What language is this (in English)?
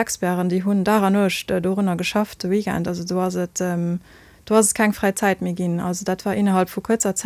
Luxembourgish